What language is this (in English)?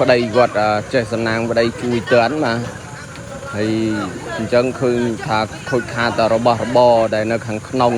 Khmer